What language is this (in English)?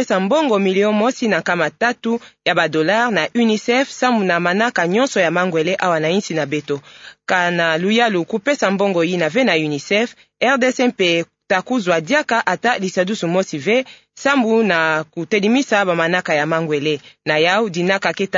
Kituba (Democratic Republic of Congo)